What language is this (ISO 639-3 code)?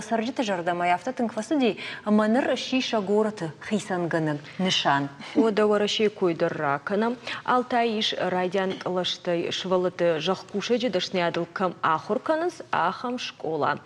oss